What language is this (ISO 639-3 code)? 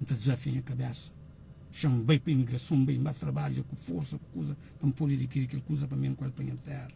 kea